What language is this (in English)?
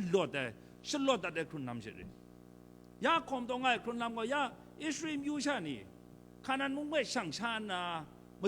Kachin